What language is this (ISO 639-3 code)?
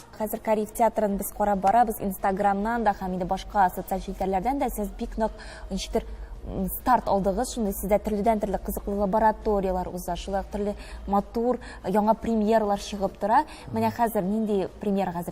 tat